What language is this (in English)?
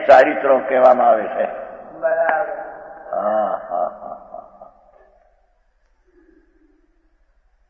Gujarati